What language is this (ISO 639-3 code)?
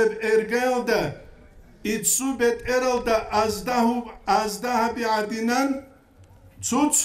ava